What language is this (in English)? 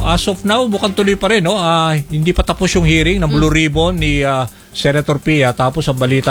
Filipino